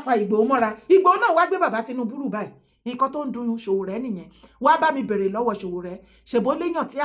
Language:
Yoruba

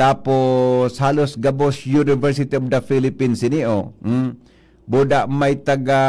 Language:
Bikol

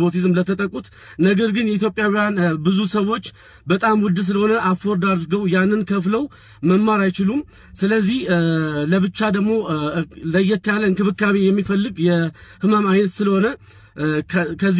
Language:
Amharic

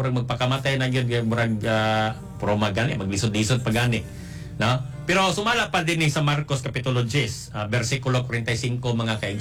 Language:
Cebuano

